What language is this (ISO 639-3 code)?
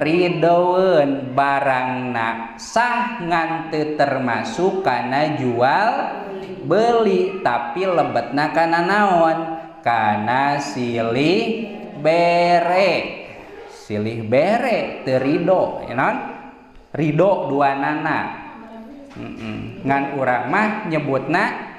sun